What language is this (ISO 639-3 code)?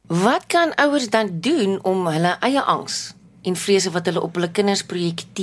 afr